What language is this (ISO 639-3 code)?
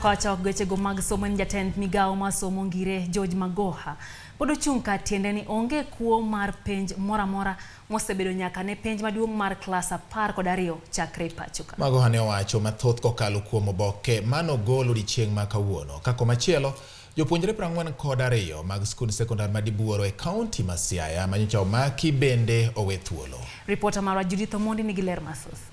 luo